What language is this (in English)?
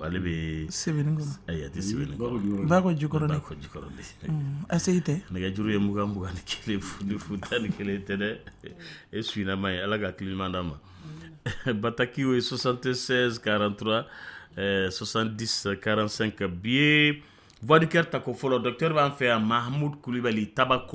Dyula